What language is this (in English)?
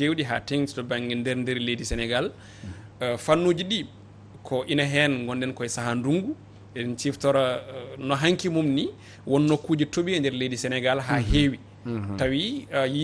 Fula